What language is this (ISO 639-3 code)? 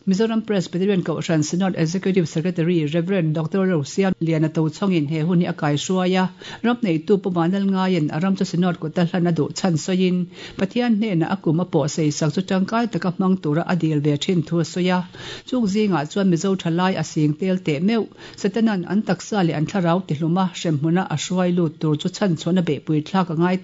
lus